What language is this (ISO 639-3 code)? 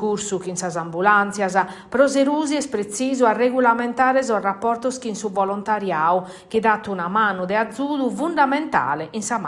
srd